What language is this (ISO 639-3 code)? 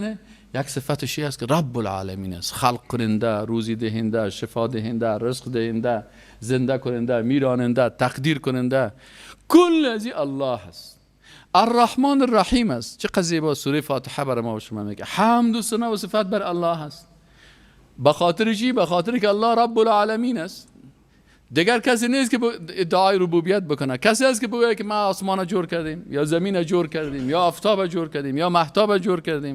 fas